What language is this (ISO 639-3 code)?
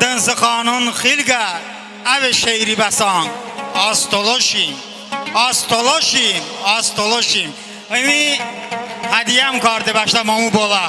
tly